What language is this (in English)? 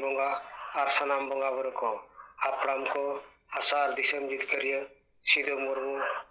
Santali